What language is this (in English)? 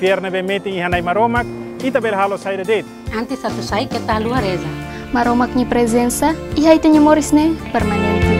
Tetum